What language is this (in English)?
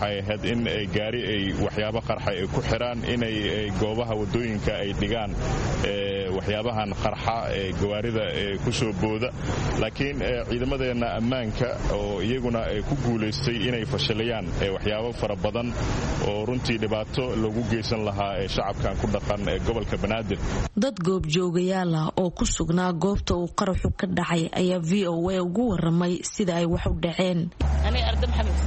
Somali